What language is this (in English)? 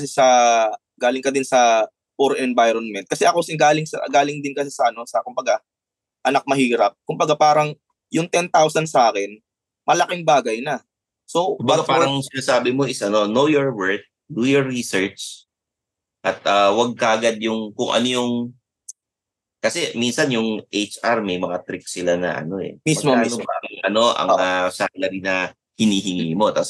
Filipino